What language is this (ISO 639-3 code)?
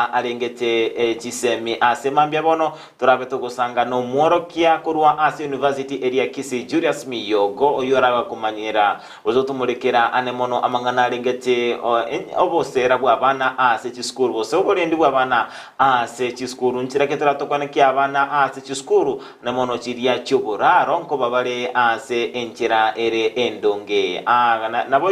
guz